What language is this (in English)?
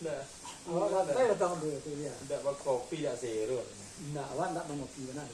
Minangkabau